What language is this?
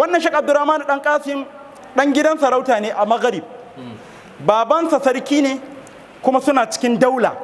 Hausa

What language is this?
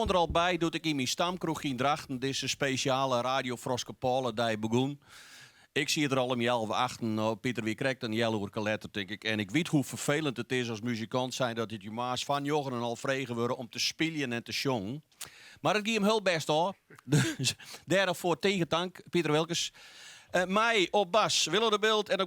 Western Frisian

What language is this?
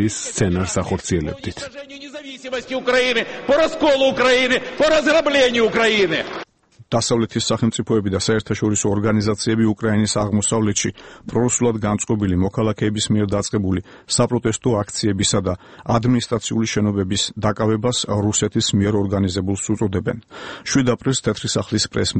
Georgian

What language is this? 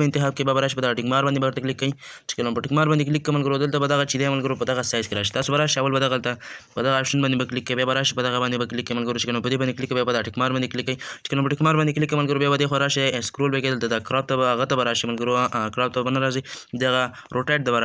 Pashto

